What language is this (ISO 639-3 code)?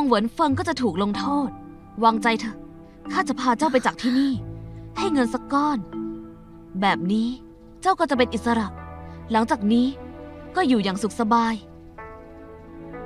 tha